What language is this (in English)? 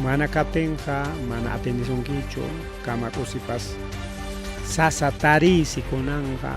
Ayacucho Quechua